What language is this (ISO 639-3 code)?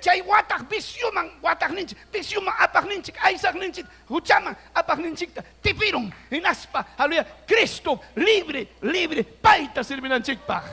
quy